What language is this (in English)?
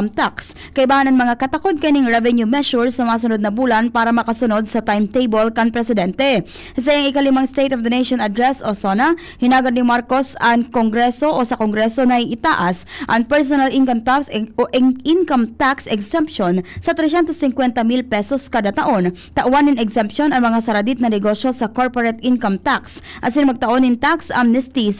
Bikol